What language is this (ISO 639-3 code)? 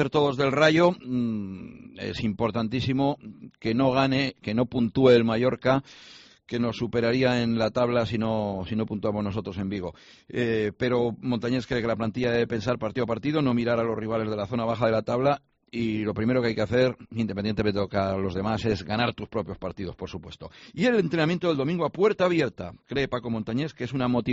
spa